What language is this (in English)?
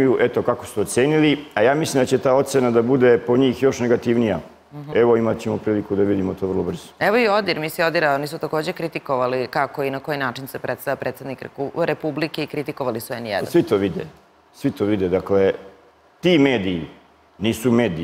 Serbian